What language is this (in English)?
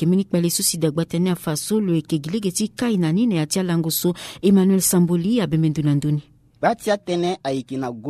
Sango